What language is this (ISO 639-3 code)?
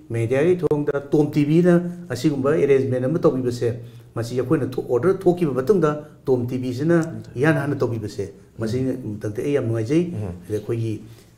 mni